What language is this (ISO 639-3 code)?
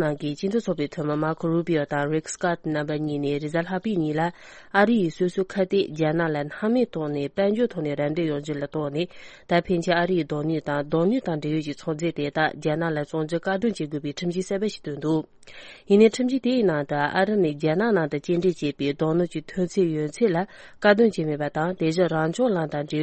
bod